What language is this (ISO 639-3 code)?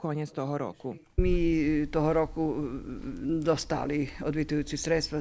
rue